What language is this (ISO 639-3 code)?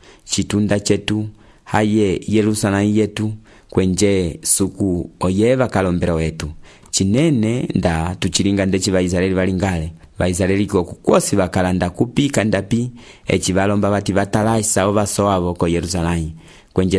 umb